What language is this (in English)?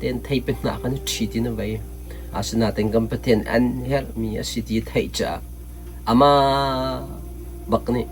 Hakha Chin